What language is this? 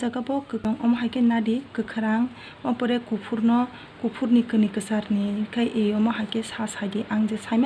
Kok Borok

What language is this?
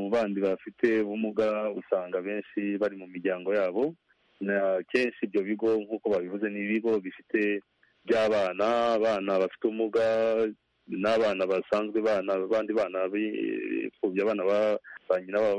Kinyarwanda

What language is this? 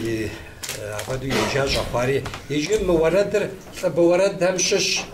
Kabardian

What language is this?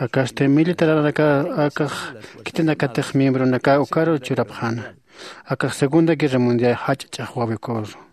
Aymara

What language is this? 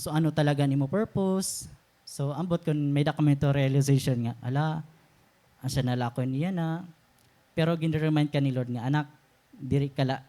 Waray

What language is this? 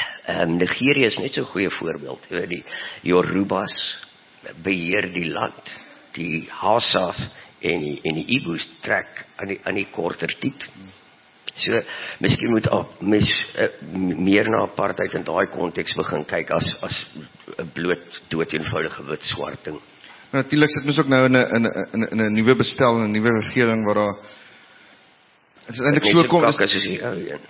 Afrikaans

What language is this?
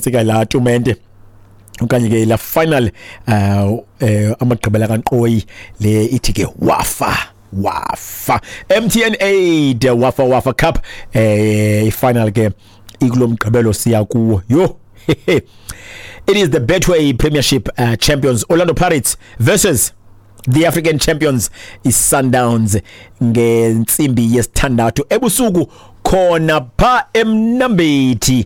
Xhosa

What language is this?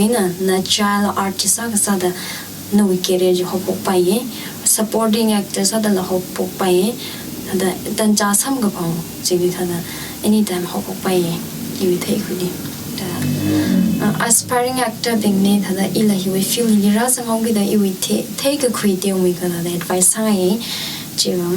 Tangkhul Naga (India)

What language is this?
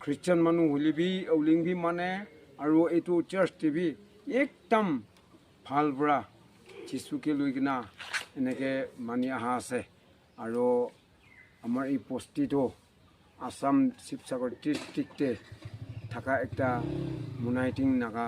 Naga Pidgin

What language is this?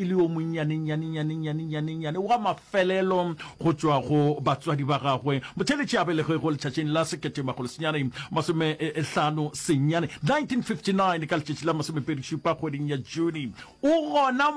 Northern Sotho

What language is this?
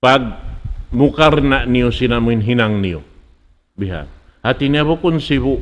Tausug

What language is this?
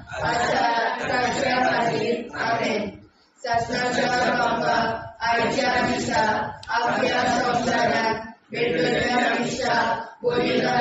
Konkani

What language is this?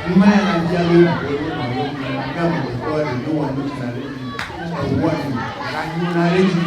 Ewe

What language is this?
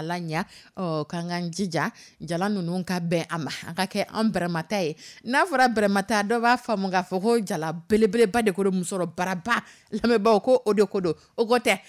Dyula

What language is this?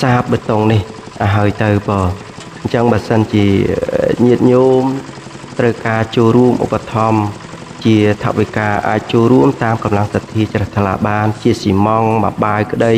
Khmer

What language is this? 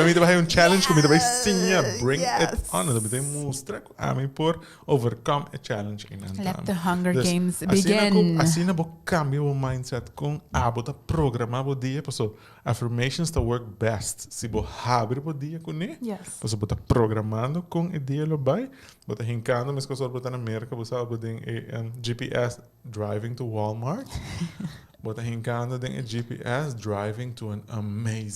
Papiamento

